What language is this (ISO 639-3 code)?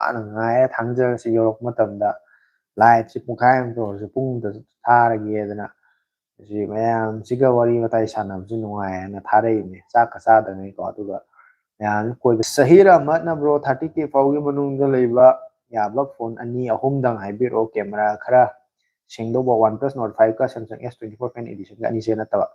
mni